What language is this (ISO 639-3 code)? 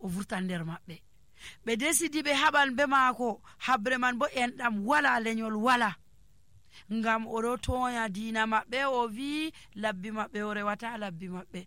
fuv